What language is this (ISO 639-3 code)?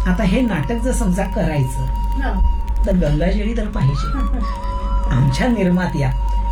mar